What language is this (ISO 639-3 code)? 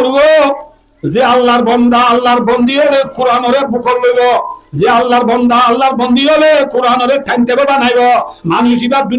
rhg